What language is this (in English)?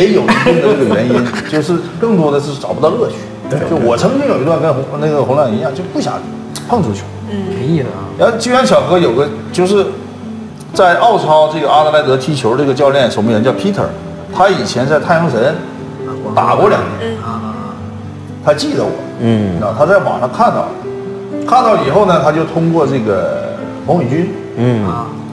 Chinese